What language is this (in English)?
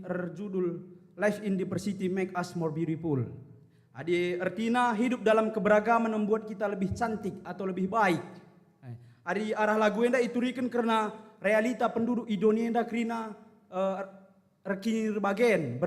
Batak Karo